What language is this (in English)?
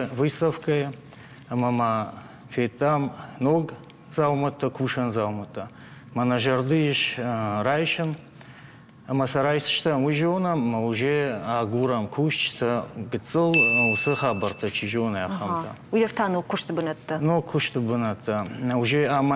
Ossetic